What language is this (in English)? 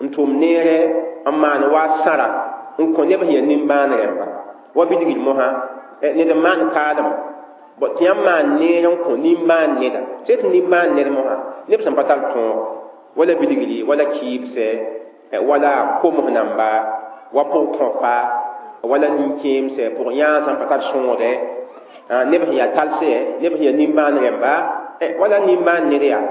Mossi